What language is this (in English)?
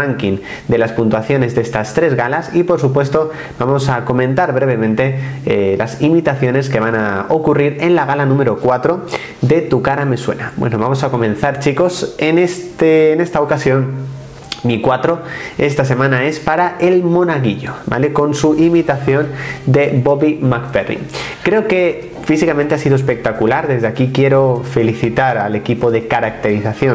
Spanish